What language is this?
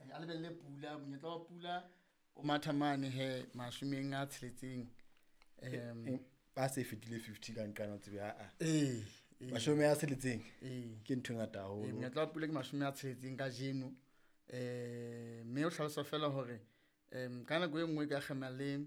Southern Sotho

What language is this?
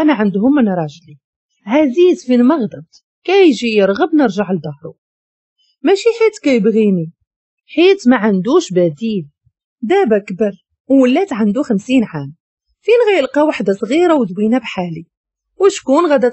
Moroccan Arabic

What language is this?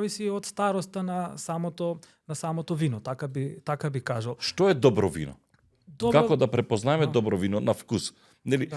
Macedonian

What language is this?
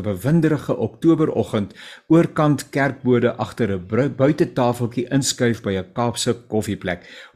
Afrikaans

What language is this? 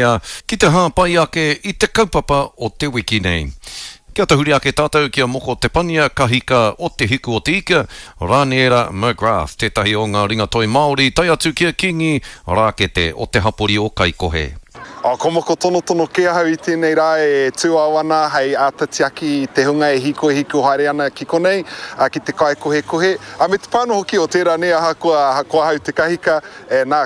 Māori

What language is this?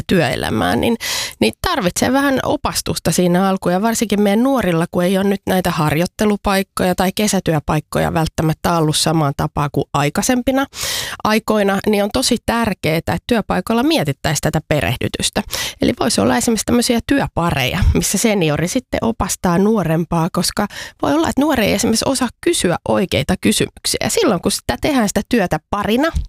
Finnish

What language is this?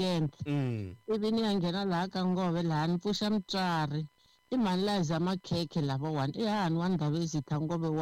Tsonga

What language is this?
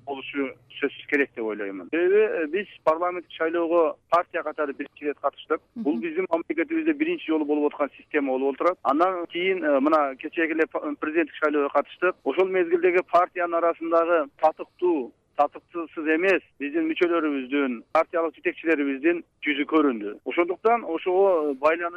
Kyrgyz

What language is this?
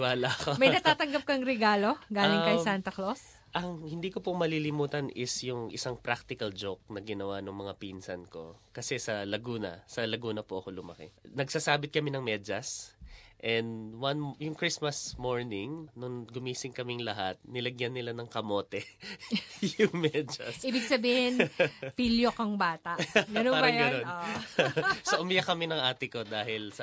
Filipino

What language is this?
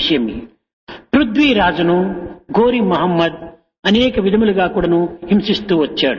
Telugu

